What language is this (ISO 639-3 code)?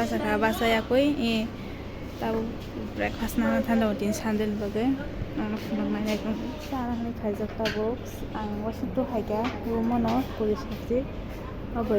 trp